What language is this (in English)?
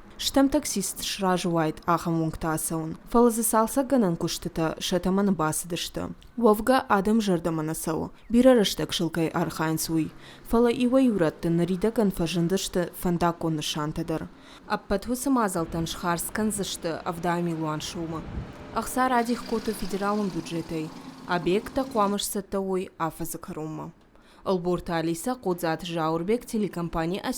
Ossetic